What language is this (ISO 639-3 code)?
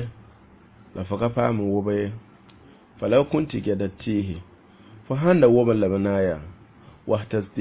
mos